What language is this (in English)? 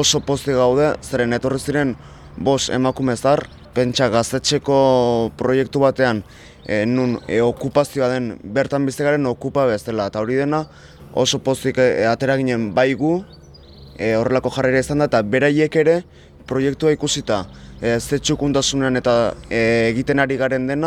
Basque